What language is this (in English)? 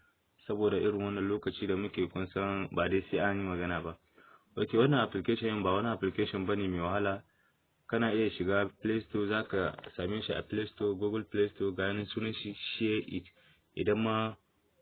Hausa